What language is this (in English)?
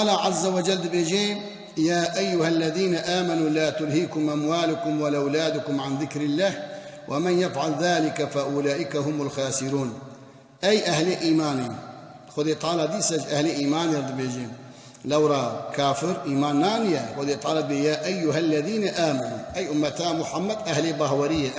Kurdish